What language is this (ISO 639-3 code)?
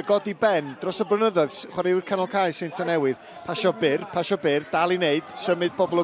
cym